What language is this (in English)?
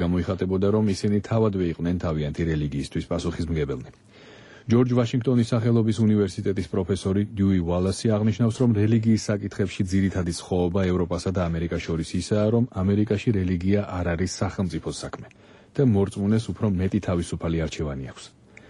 Georgian